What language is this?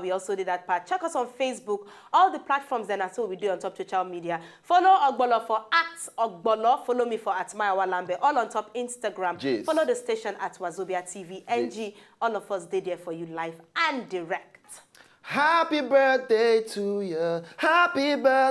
Nigerian Pidgin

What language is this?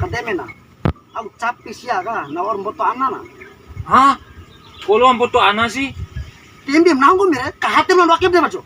Bima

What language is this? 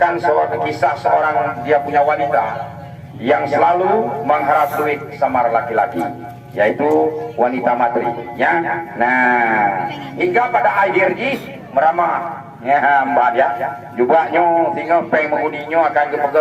Achinese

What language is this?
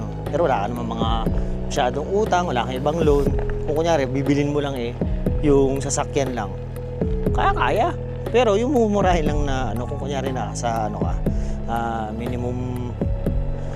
Filipino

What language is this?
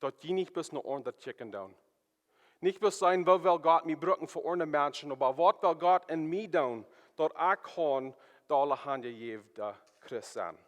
Plautdietsch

